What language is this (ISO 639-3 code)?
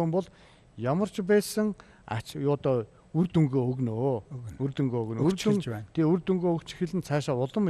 mon